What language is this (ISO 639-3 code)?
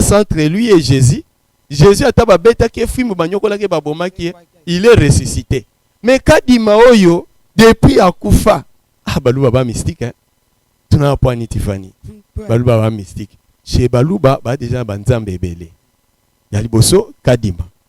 lin